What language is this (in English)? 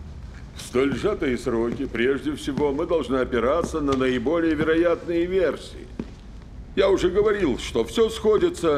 Russian